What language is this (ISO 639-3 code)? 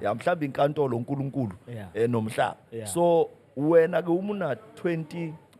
zul